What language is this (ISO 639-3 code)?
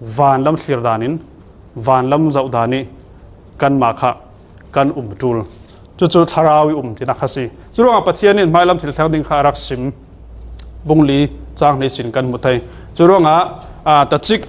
cfm